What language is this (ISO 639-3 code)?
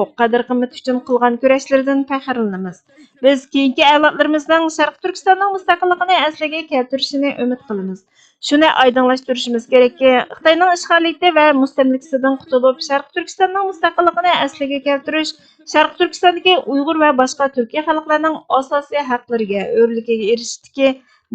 uig